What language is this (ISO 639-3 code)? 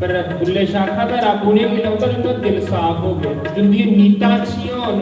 doi